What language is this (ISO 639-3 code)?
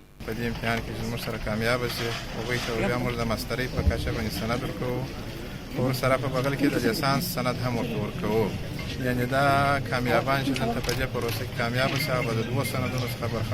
pus